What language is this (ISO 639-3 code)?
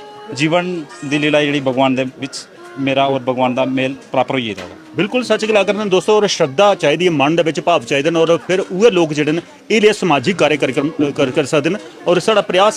doi